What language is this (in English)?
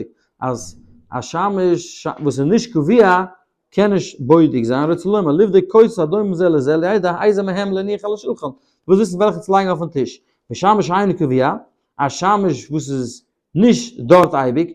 Yiddish